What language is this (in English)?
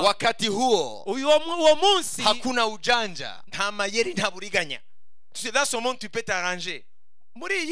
Kinyarwanda